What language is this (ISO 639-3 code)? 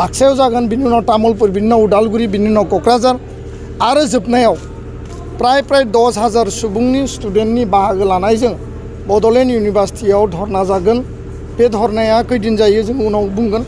brx